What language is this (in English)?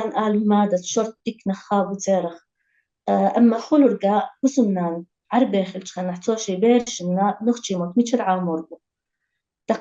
Chechen